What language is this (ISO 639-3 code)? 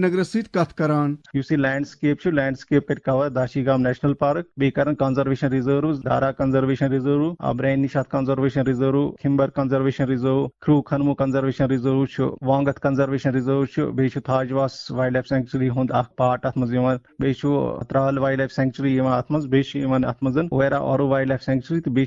kas